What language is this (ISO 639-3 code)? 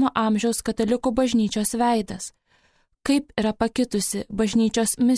lit